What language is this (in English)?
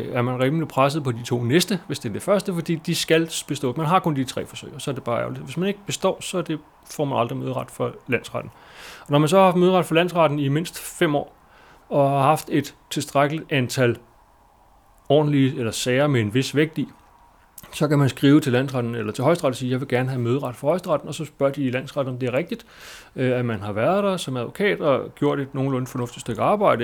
Danish